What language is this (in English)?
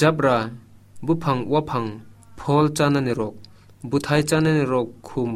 Kok Borok